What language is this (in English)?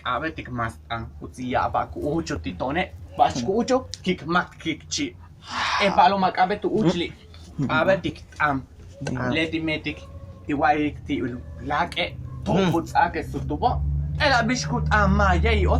Yucateco